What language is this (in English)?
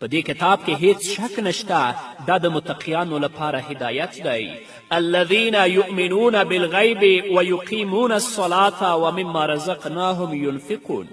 Pashto